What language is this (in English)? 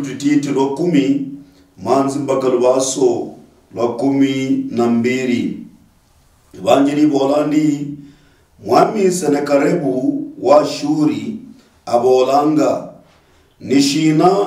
Luyia